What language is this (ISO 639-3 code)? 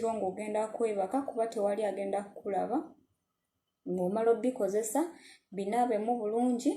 lug